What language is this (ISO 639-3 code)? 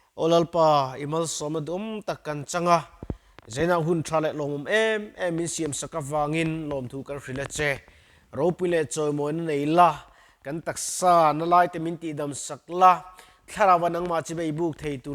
lus